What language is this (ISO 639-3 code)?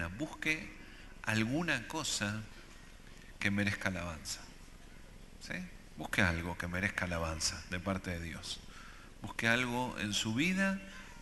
spa